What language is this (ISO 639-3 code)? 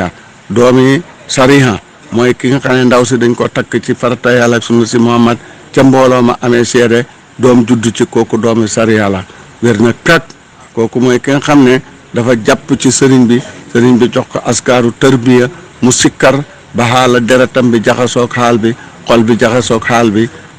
wol